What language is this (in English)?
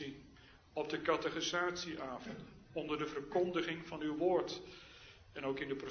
Dutch